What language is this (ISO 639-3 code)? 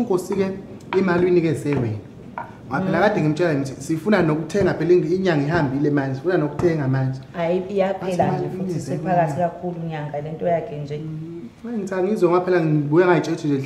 zul